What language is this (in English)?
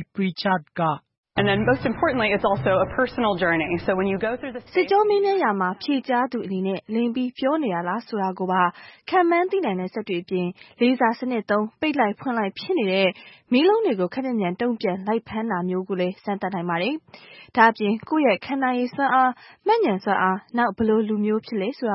Burmese